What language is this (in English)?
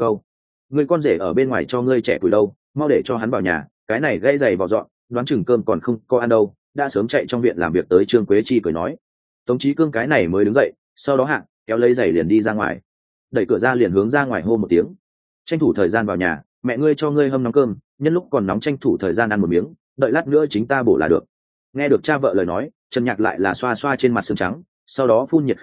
Vietnamese